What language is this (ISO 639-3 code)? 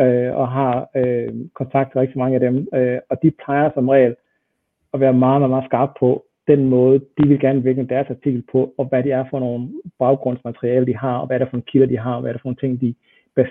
dan